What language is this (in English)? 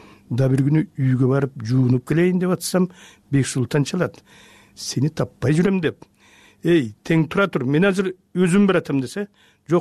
Kyrgyz